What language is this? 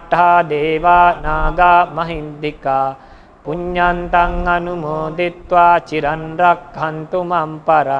Pali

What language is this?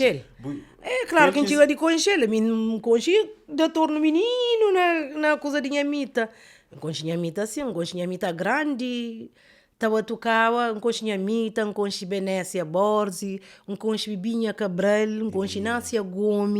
Kabuverdianu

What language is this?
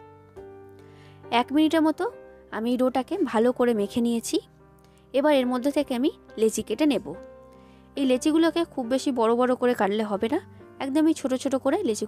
Bangla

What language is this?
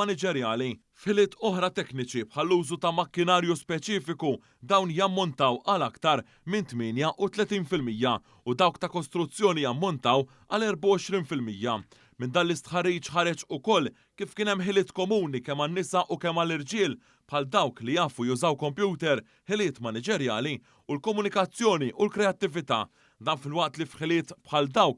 Maltese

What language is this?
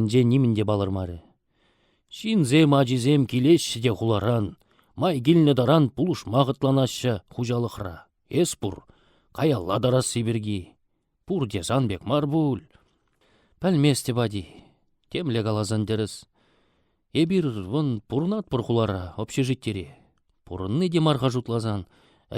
Chuvash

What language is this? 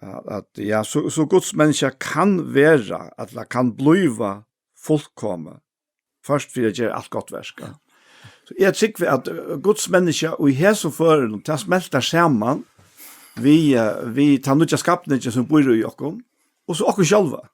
Faroese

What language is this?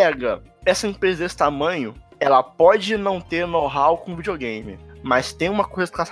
Portuguese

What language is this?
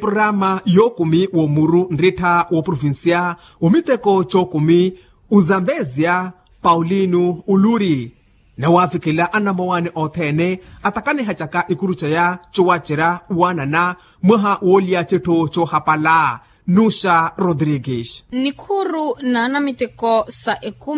Makhuwa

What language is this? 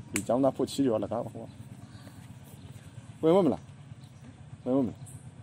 Burmese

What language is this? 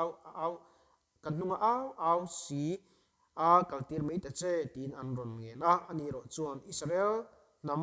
Mizo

